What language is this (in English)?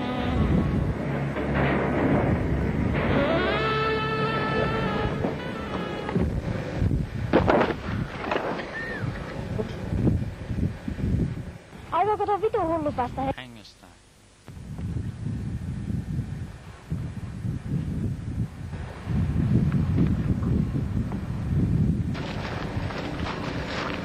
Finnish